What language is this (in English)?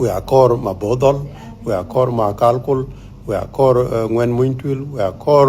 Nuer